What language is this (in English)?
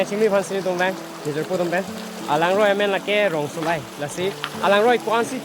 Karbi